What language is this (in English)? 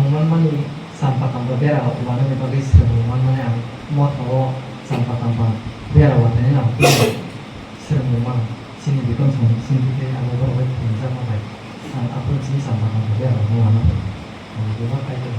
Kok Borok